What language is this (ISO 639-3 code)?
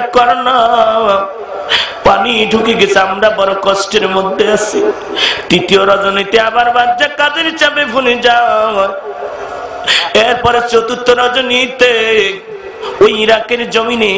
ben